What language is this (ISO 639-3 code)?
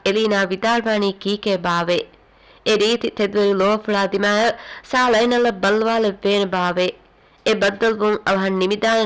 div